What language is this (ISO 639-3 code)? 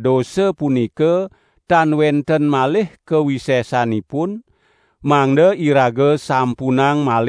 ban